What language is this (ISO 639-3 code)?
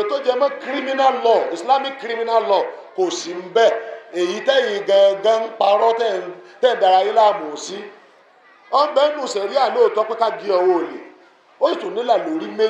yor